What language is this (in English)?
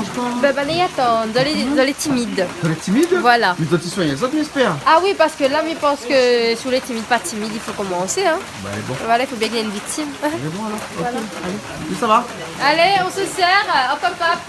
Réunion Creole French